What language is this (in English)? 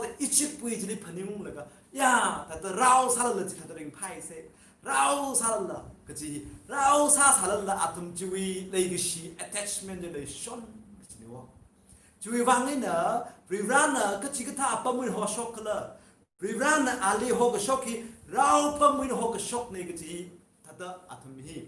Tangkhul Naga (India)